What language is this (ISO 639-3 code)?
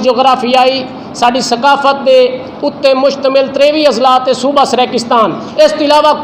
skr